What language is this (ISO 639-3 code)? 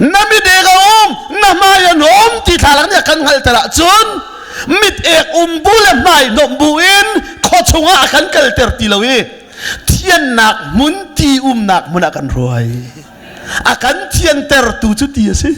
cnh